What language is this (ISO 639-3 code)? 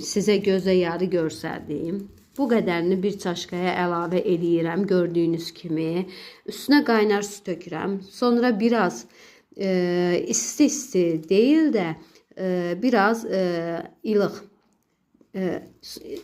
aze